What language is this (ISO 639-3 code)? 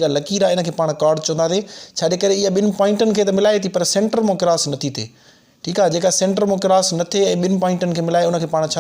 snd